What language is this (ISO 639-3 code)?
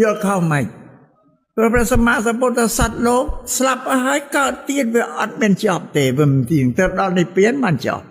khm